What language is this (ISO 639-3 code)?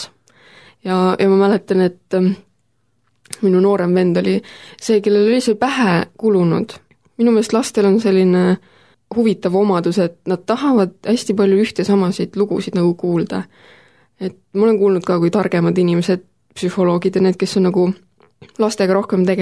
est